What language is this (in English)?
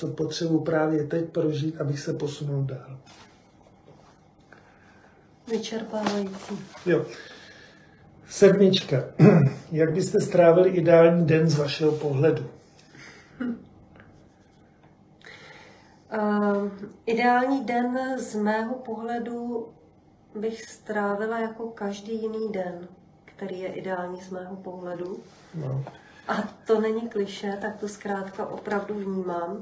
Czech